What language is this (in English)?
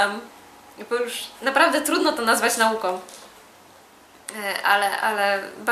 Polish